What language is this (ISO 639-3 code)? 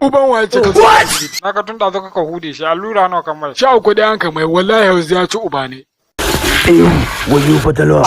hau